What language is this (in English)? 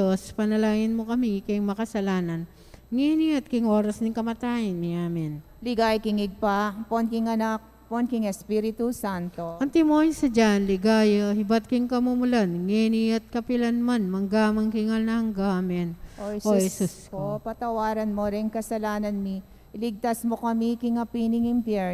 Pampanga